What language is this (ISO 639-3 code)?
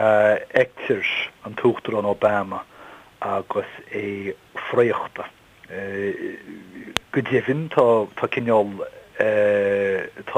gle